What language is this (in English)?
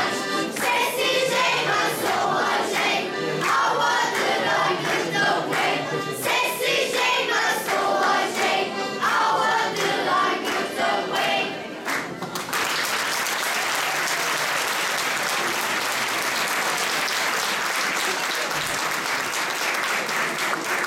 Kabardian